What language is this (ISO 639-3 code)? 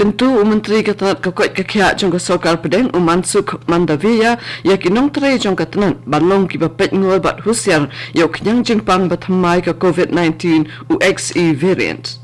kha